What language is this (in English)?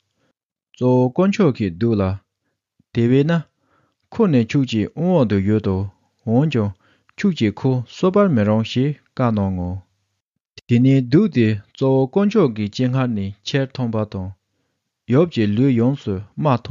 Tibetan